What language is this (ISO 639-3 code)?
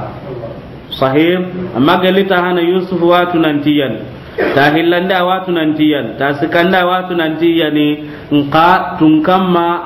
snk